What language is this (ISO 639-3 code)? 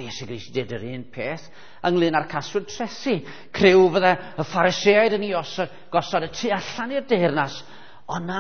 cym